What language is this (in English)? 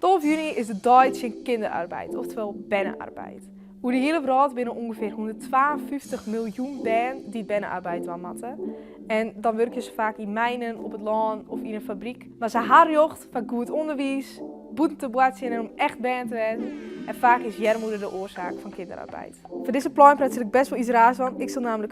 Western Frisian